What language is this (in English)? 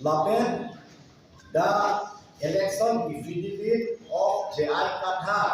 Karbi